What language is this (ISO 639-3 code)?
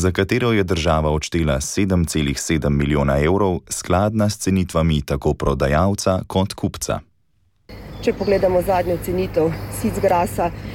slv